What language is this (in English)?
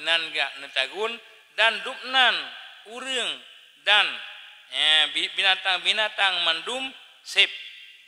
Achinese